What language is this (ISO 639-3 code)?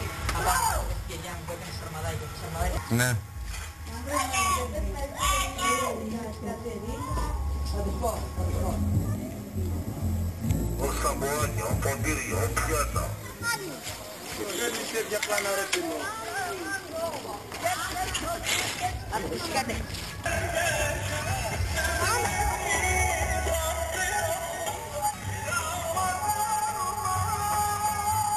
ell